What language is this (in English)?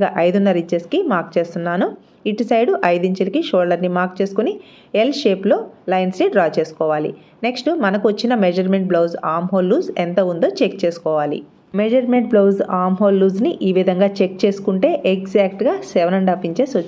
Telugu